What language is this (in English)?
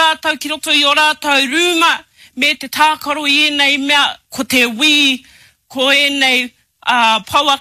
Māori